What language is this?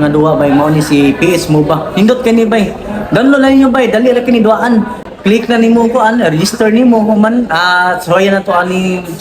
Cebuano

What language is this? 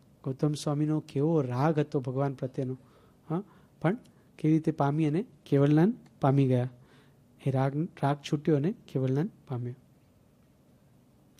Gujarati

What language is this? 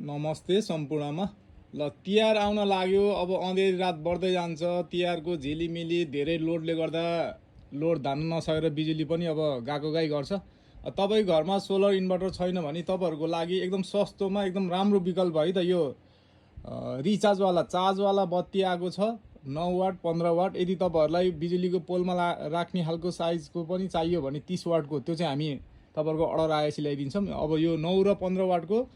Nepali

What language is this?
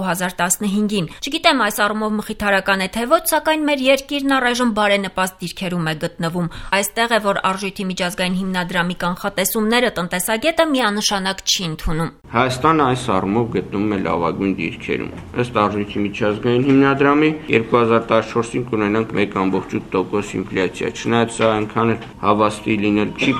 Armenian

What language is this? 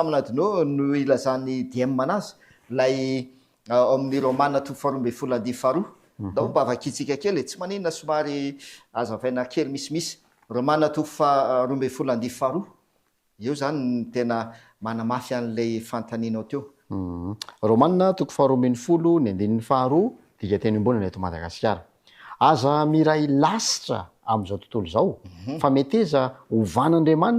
Malagasy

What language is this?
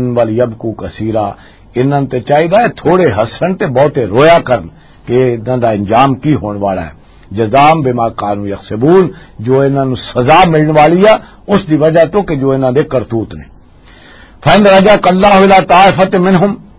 Western Panjabi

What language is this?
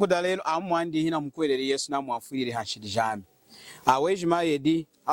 Lunda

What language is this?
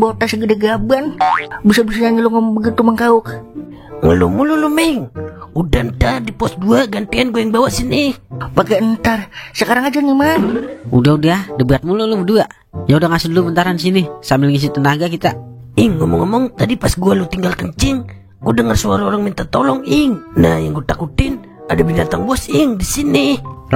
Betawi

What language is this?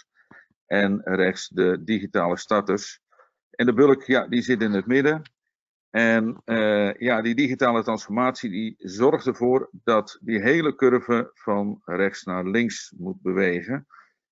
Dutch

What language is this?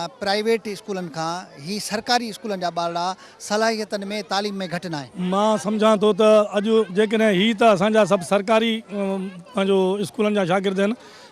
Sindhi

